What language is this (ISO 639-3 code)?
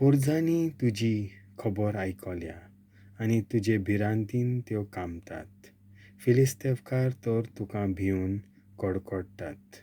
kok